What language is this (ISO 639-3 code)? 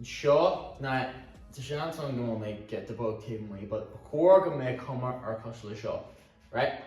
gle